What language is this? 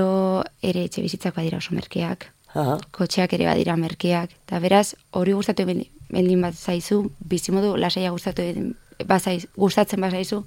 Basque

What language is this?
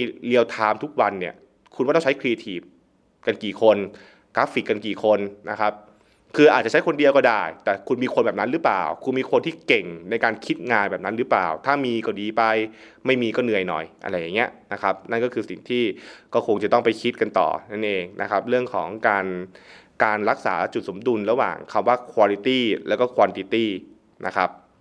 Thai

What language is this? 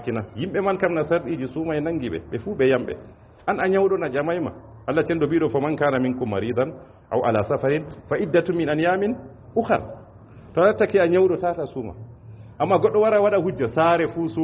Fula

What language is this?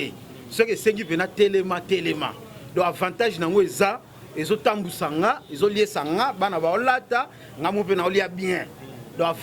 Lingala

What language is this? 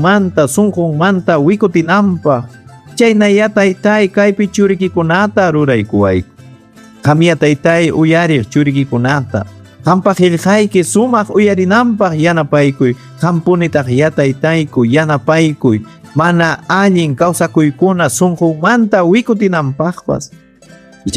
Ayacucho Quechua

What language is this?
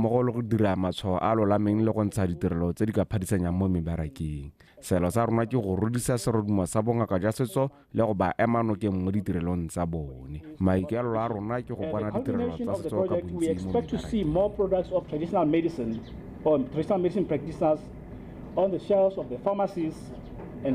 Tswana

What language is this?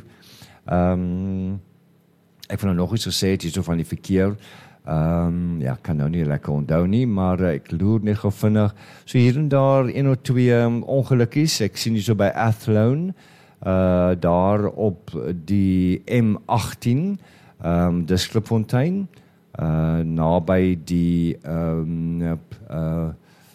Afrikaans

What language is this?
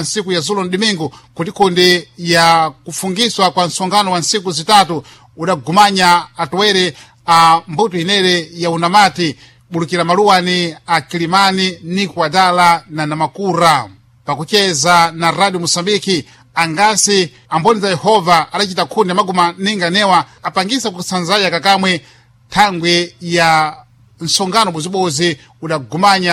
Sena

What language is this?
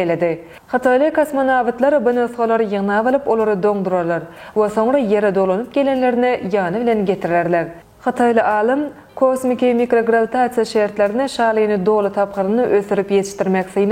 Turkmen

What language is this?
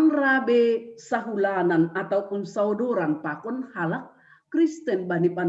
Batak Simalungun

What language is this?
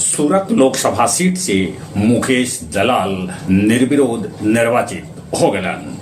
Magahi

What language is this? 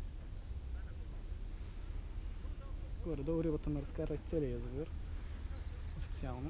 Bulgarian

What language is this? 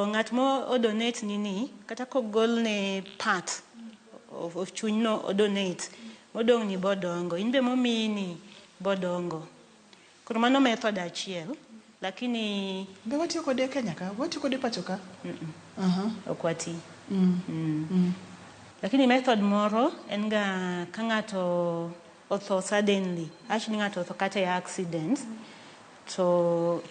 Luo (Kenya and Tanzania)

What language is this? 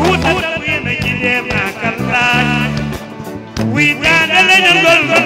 Fula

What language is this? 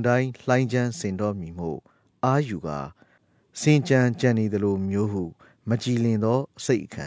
Burmese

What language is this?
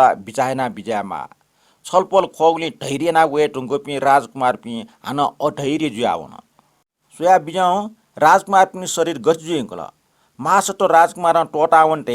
Newari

